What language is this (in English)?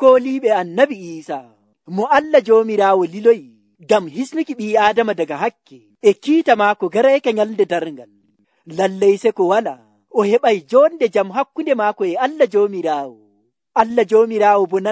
Nigerian Fulfulde